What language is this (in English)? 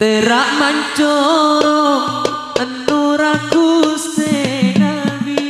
Madurese